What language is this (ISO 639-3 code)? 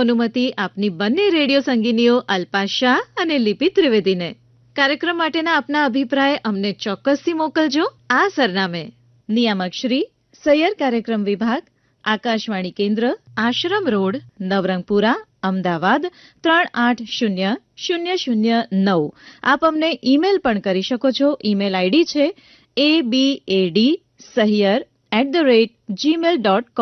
guj